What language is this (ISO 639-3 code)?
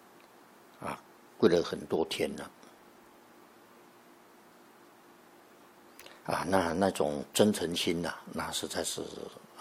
zho